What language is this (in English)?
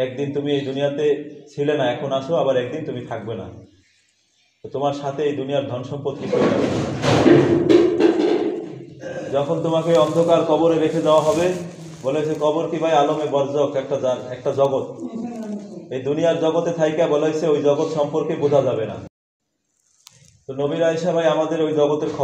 Bangla